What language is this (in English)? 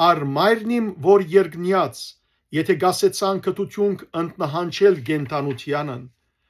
Western Armenian